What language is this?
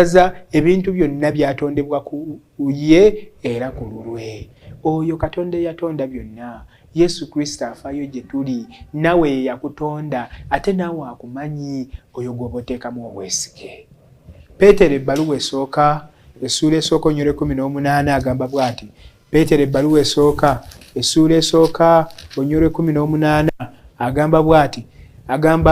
Ganda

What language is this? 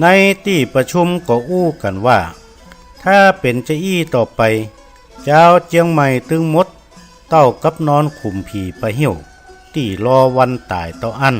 Northern Thai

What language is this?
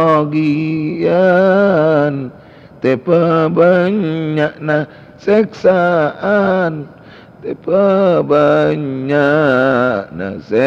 Madurese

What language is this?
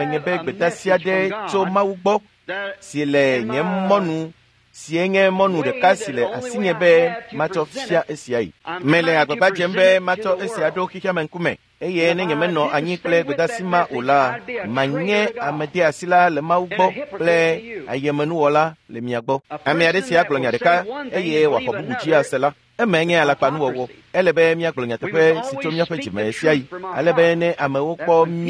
Ewe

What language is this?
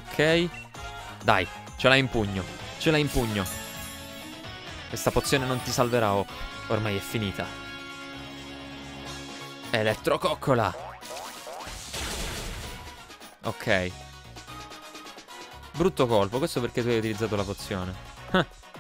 Italian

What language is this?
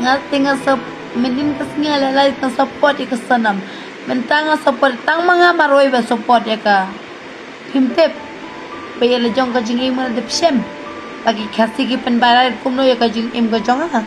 Khasi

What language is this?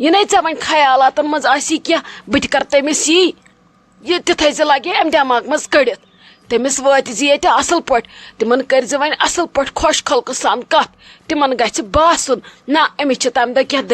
Kashmiri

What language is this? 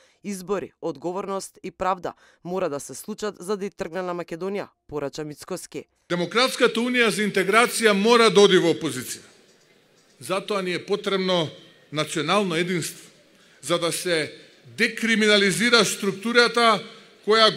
Macedonian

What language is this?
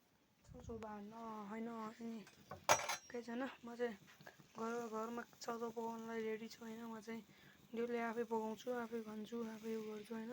Nepali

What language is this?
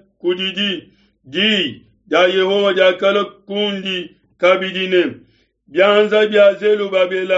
Luba-Lulua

